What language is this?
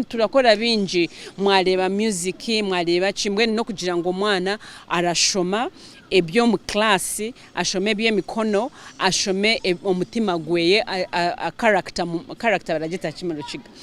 Nyankole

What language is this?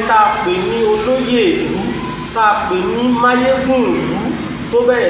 Yoruba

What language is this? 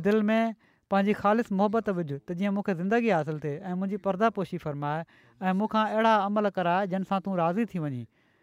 Sindhi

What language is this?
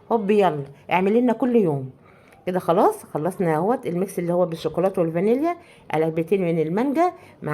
Egyptian Arabic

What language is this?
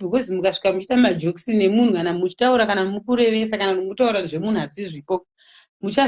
Shona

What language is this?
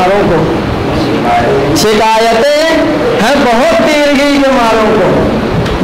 Urdu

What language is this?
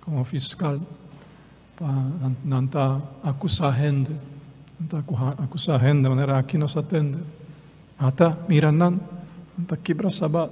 Papiamento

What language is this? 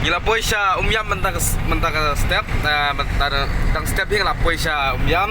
Khasi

